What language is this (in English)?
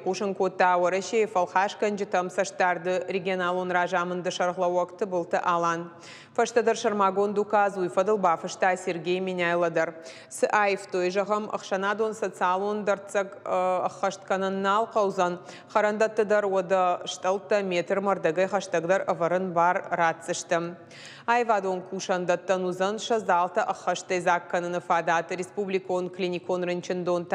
Ossetic